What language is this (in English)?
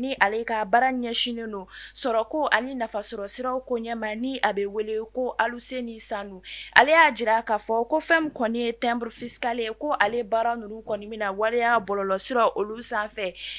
Bambara